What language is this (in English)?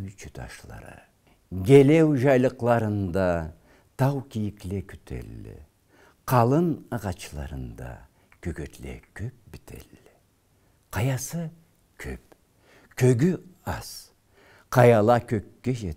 Karachay-Balkar